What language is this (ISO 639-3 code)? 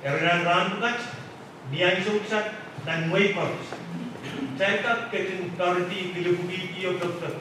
pon